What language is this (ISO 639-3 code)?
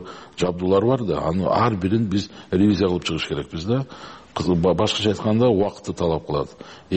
kir